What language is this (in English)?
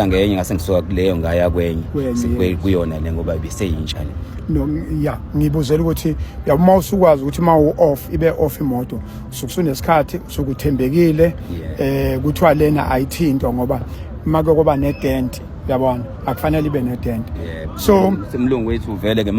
Zulu